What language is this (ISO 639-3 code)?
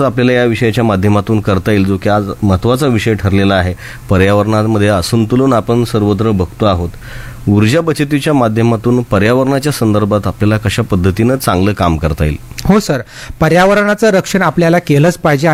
mar